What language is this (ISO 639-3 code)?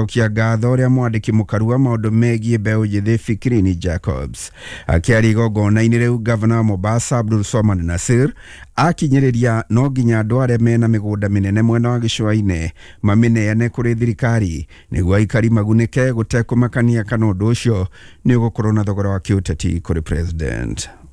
kik